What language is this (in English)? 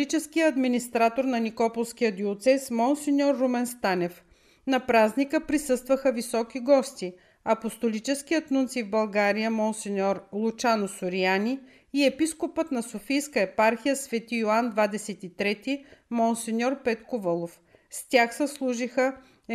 Bulgarian